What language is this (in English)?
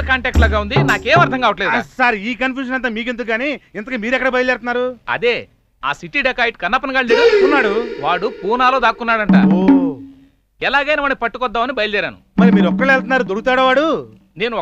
Telugu